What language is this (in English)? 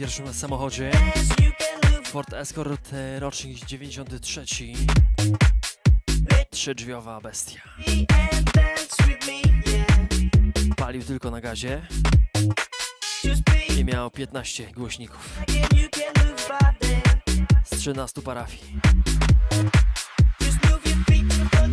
Polish